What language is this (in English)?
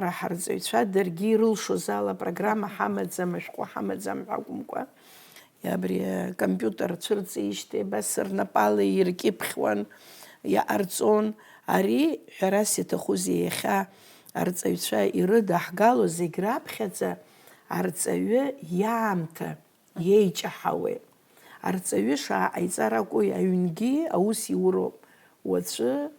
Abkhazian